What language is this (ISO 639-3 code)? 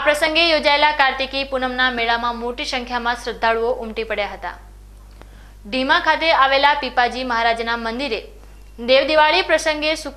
guj